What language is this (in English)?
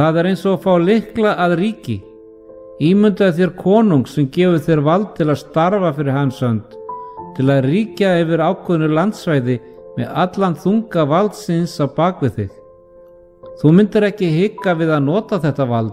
Icelandic